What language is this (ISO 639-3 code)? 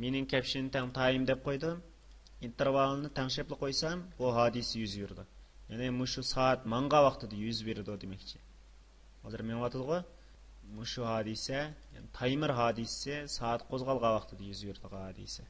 uig